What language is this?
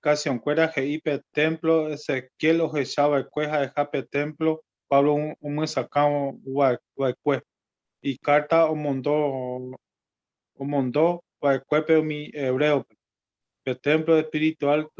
Guarani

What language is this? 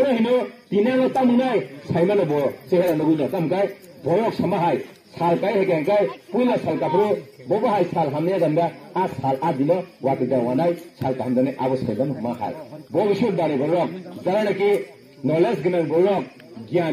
Kok Borok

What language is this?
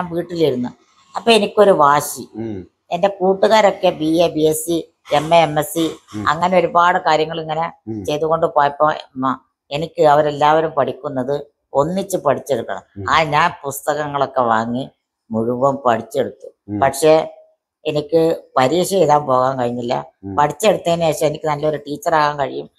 Malayalam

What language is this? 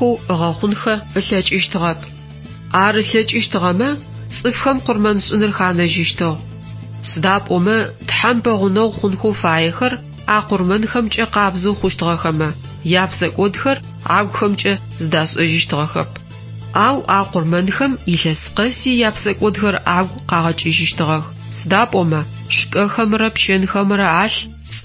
Adyghe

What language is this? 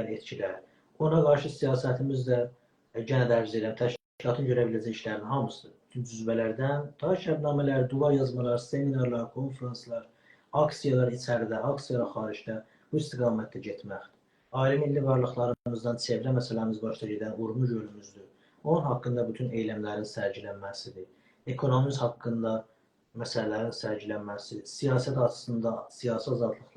South Azerbaijani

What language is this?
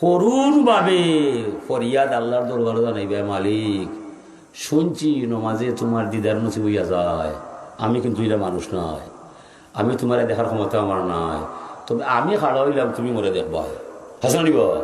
Sylheti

